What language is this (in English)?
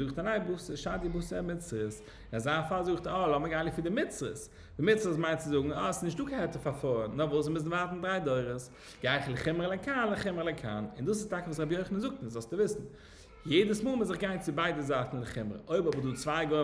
Yiddish